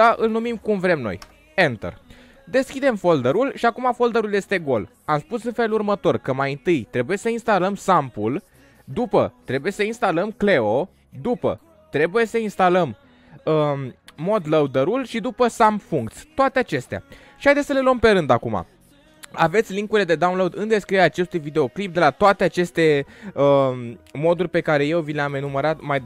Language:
Romanian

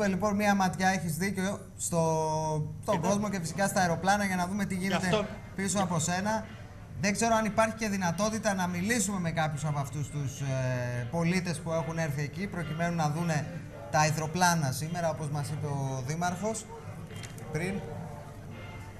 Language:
Greek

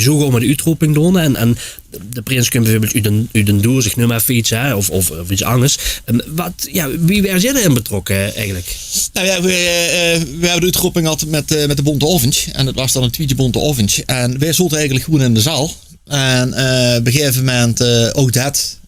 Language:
Limburgish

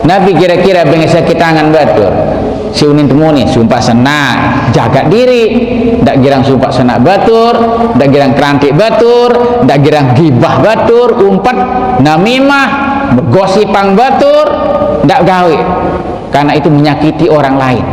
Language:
Sasak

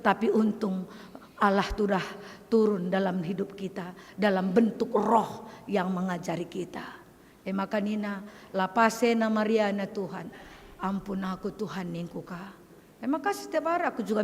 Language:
Batak Karo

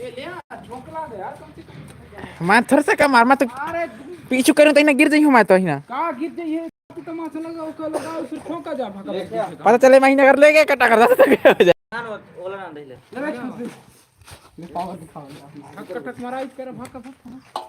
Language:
Chhattisgarhi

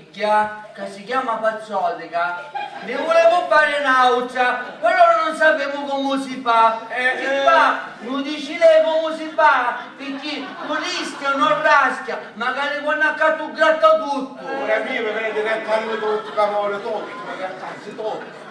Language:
Sicilian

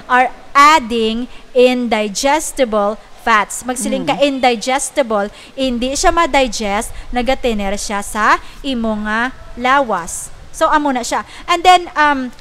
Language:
Hiligaynon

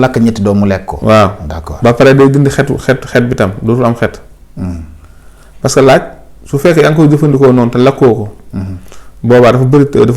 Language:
Wolof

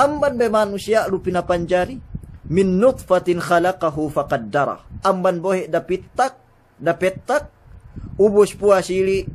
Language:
Yakan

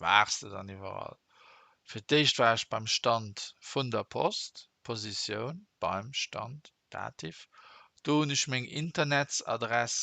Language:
Luxembourgish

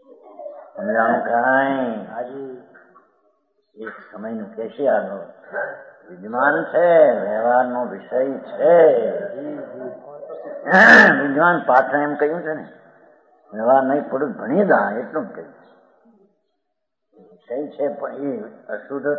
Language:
Gujarati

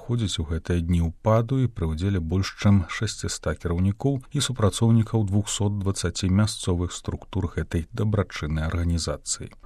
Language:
Belarusian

